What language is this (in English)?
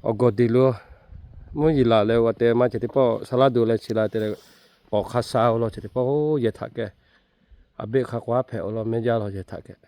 Lahu